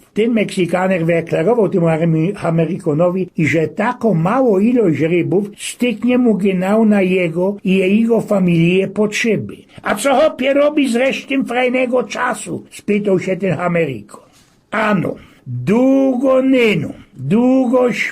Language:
Silesian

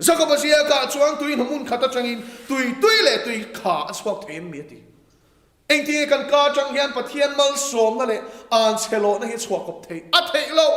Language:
Mizo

